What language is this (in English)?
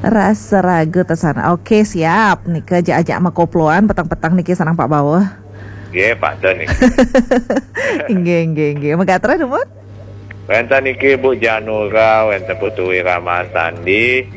Balinese